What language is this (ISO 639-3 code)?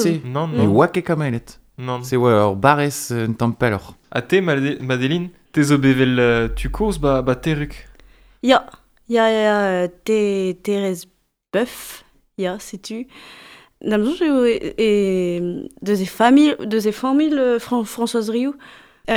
bre